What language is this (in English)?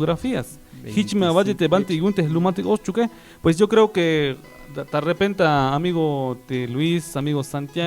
Tzeltal